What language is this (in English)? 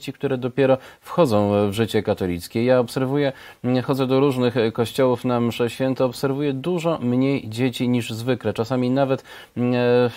Polish